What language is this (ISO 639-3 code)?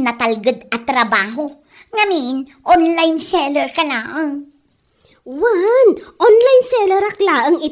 ilo